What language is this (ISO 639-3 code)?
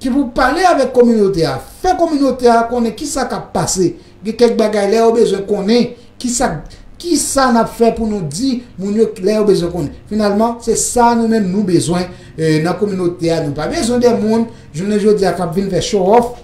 hat